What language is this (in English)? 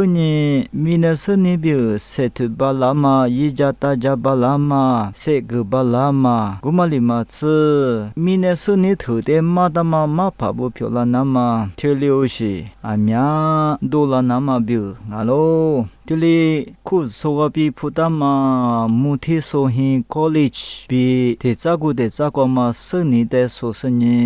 Lisu